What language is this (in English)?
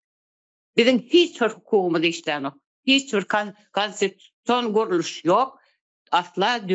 Turkmen